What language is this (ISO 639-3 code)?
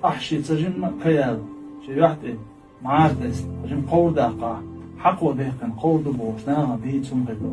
che